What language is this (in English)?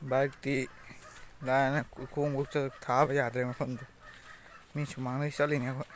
Manipuri